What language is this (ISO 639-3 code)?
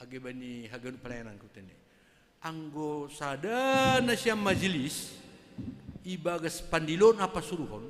bts